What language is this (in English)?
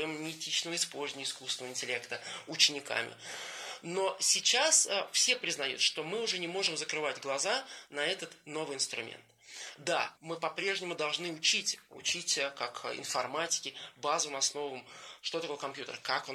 Russian